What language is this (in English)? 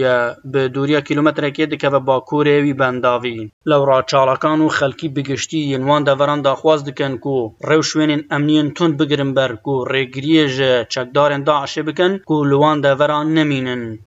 Kurdish